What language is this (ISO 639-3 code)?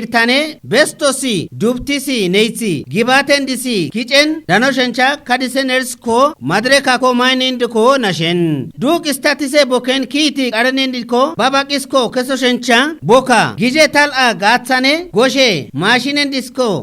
kbr